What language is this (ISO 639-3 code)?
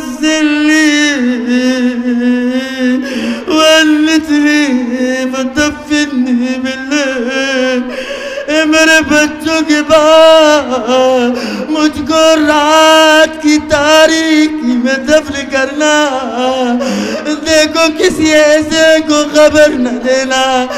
urd